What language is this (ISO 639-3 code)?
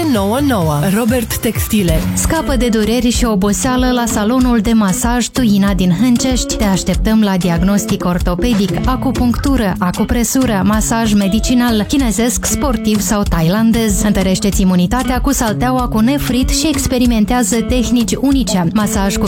ron